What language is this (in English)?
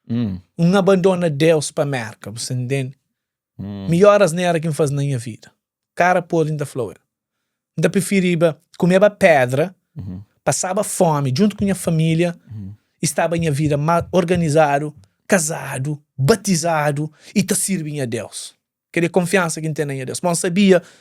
Kabuverdianu